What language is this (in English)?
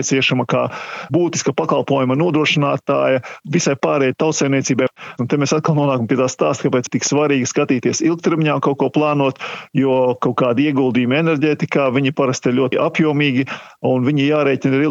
Latvian